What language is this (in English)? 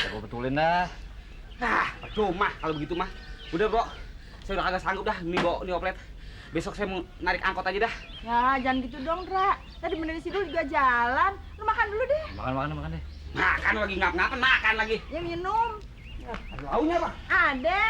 Betawi